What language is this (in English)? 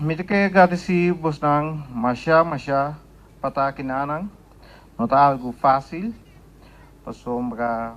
Papiamento